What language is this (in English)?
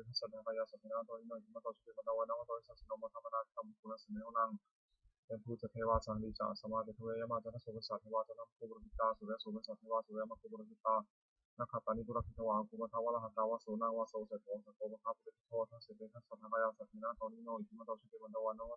Pali